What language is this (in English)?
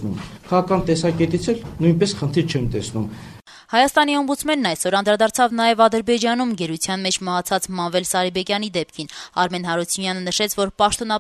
Armenian